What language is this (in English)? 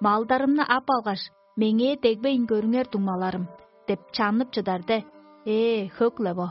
Tuvinian